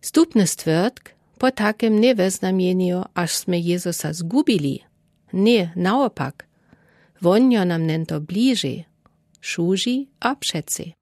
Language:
Lower Sorbian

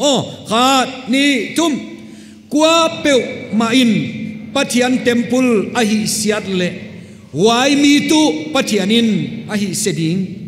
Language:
Paite Chin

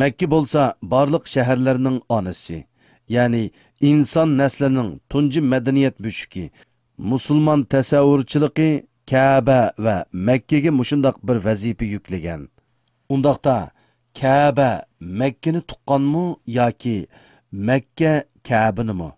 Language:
Uyghur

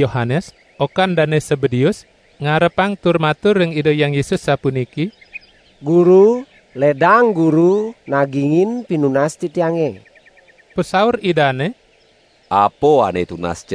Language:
Balinese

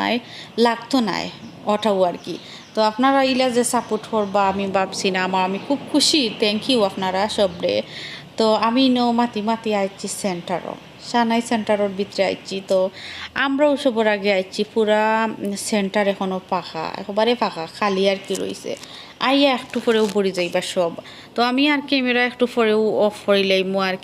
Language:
Sylheti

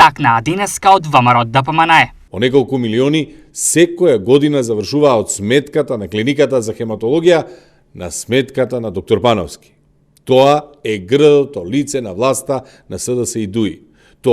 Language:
Macedonian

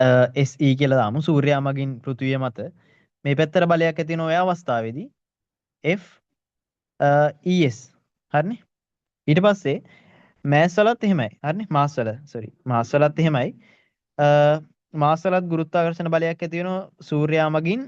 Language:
Sinhala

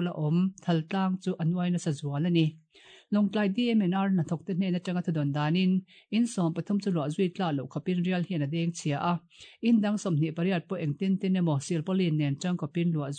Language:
Mizo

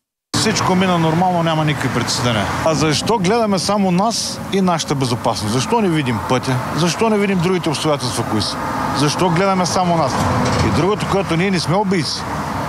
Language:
Bulgarian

